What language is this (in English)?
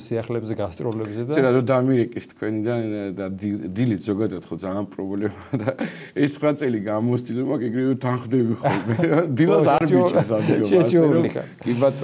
Georgian